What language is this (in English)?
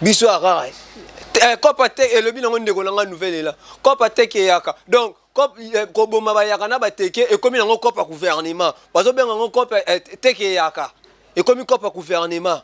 Lingala